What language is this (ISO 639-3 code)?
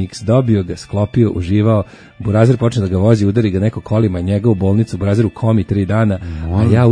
srp